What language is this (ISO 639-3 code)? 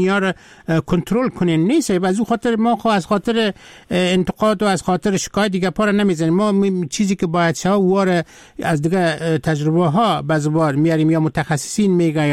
fas